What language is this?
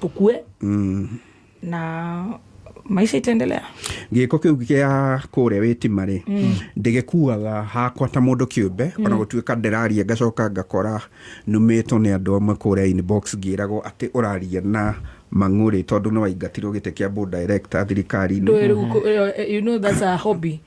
Kikuyu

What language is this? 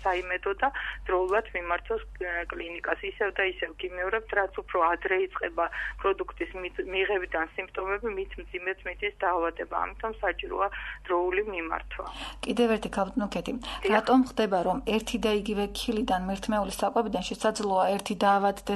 Georgian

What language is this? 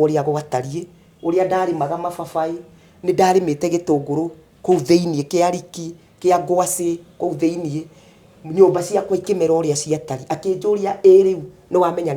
Kikuyu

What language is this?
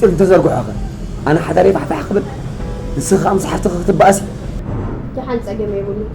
Tigrinya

